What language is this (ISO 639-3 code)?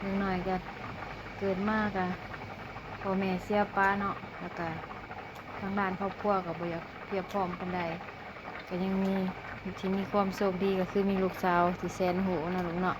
lao